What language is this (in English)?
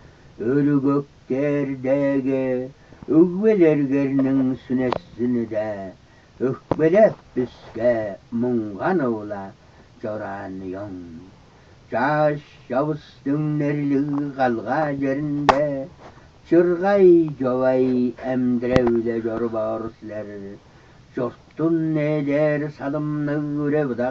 Tuvinian